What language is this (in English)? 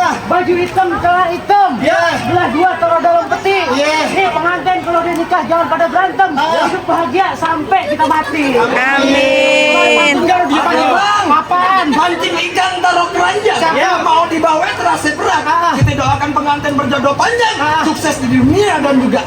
Betawi